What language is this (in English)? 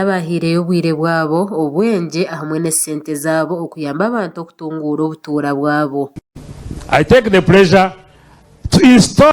Nyankole